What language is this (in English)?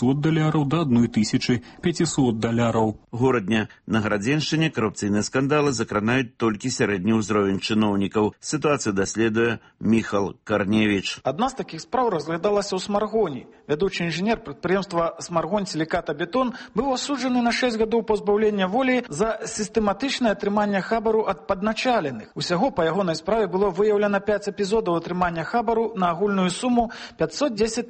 Belarusian